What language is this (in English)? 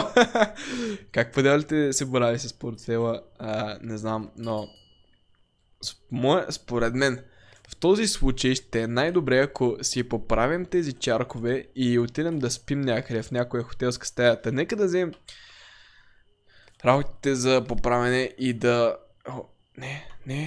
Bulgarian